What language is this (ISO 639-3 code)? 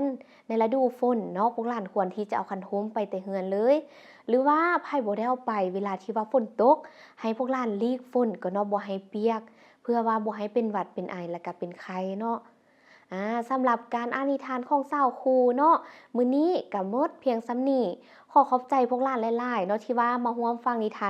lao